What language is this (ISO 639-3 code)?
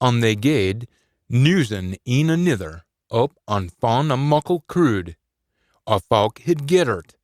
sco